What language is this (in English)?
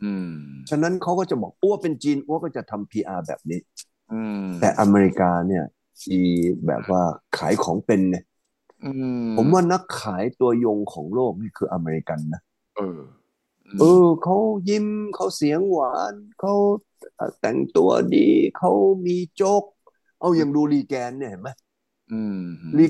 Thai